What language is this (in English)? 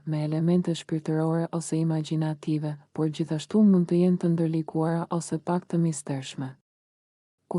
Albanian